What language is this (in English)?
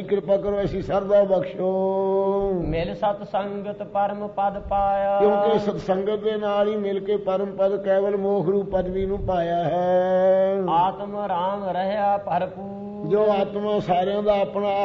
Punjabi